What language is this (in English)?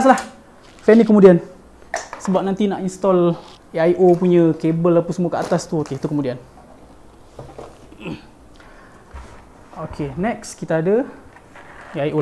Malay